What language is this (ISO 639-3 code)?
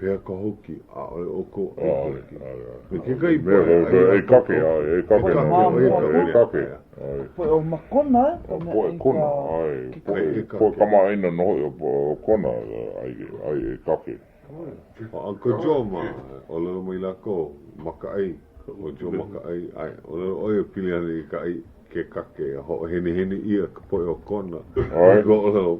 haw